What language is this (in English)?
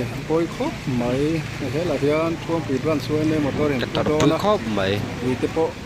Mizo